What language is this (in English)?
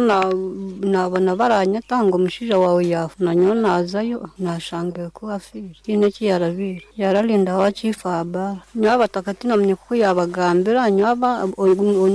Nyoro